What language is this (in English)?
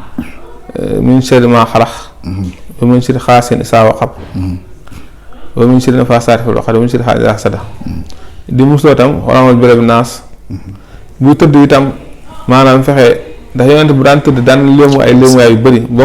Wolof